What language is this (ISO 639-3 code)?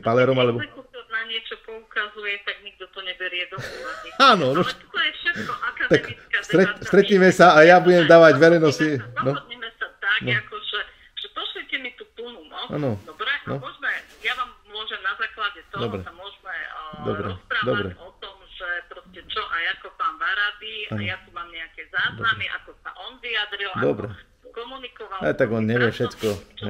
slk